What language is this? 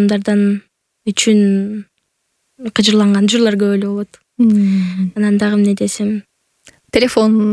Kyrgyz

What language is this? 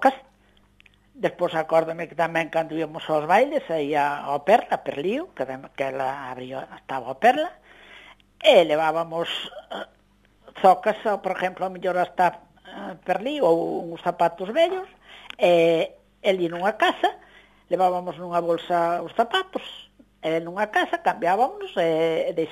Galician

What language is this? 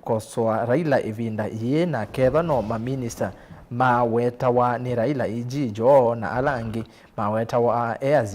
Kamba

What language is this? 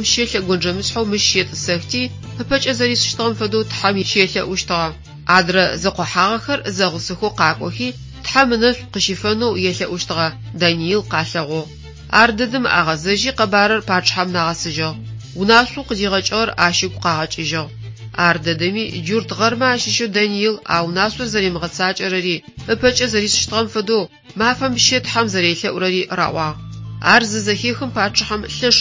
Adyghe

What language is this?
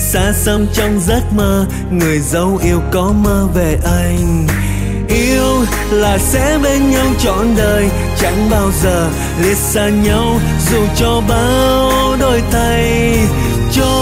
Vietnamese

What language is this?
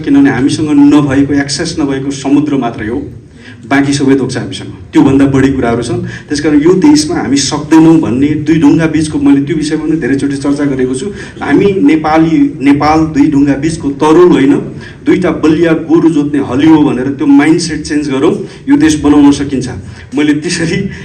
Nepali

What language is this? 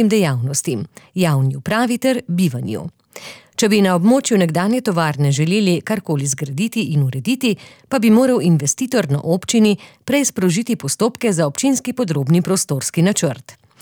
Slovenian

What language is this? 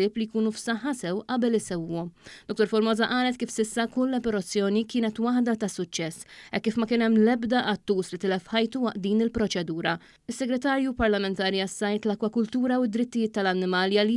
Maltese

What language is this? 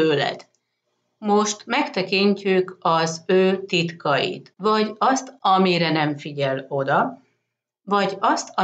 Hungarian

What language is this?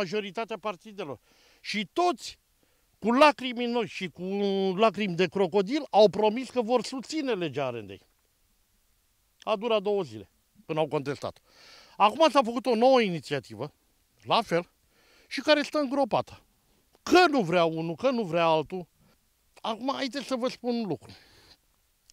Romanian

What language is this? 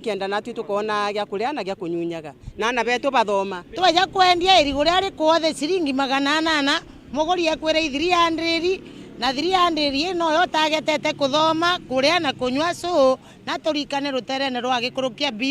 Meru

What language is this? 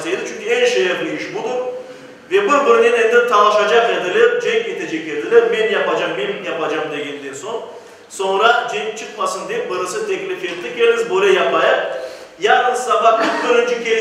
Crimean Tatar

